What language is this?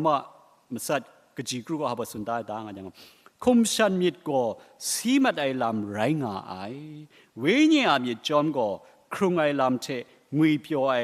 Kachin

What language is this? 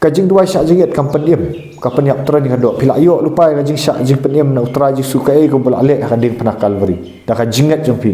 Khasi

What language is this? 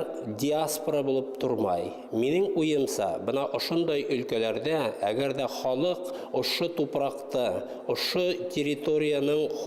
Bashkir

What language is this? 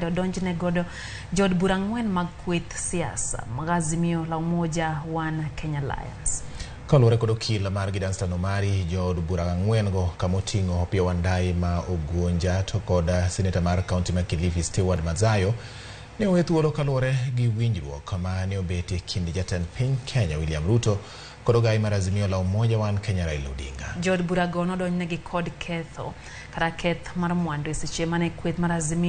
Luo (Kenya and Tanzania)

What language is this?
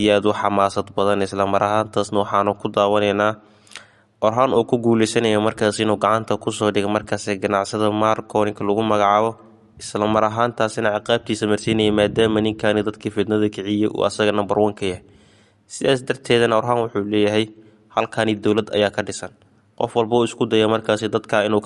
Somali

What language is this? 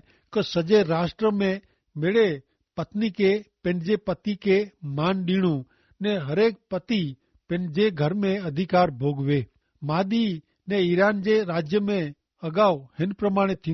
Kachhi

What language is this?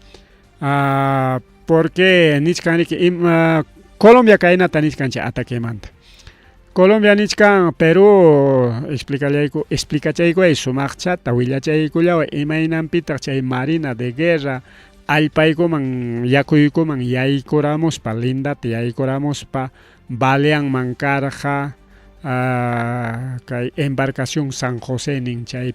Ayacucho Quechua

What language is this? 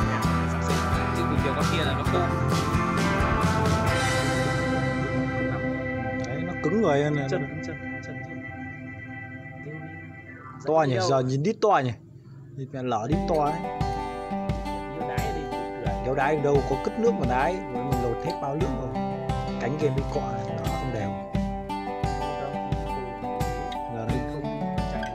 Vietnamese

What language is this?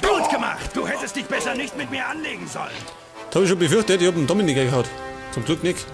Bavarian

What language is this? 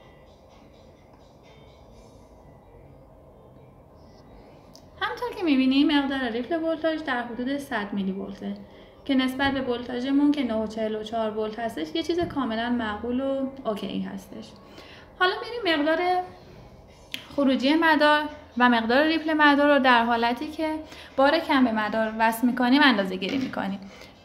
Persian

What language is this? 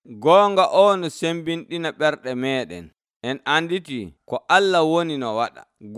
Nigerian Fulfulde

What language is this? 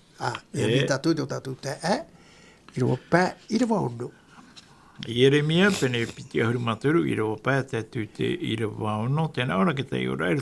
Tahitian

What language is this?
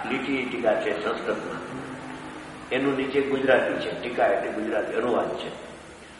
Gujarati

